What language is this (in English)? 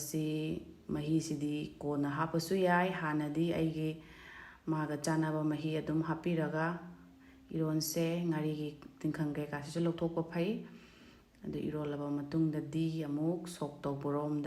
Manipuri